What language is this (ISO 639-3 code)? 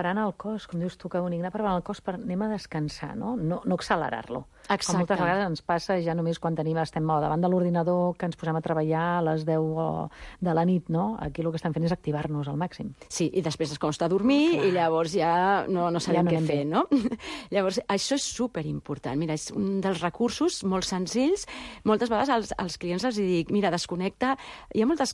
cat